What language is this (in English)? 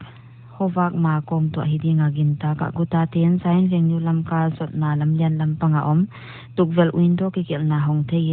Paite Chin